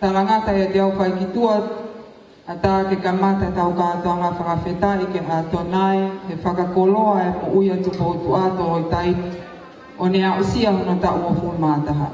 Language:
Tongan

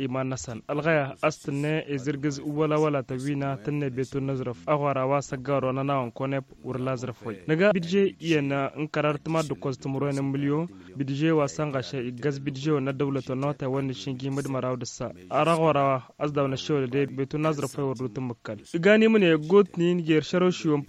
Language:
Tamasheq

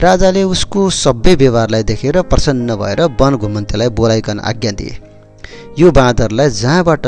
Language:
Nepali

